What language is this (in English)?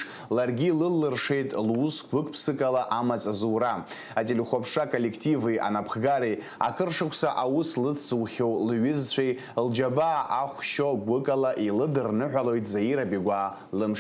Abkhazian